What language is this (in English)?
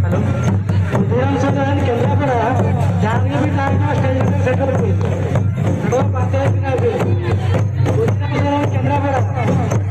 Santali